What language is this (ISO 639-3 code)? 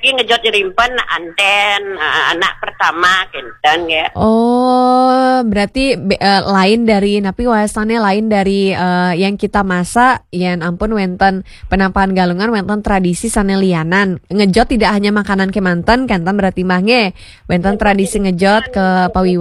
ban